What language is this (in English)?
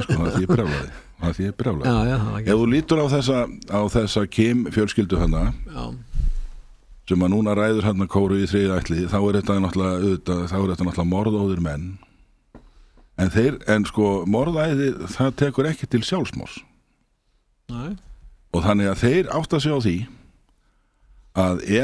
Icelandic